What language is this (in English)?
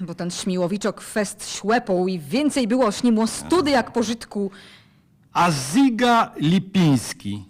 Silesian